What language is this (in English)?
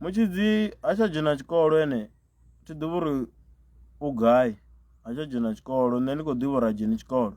Venda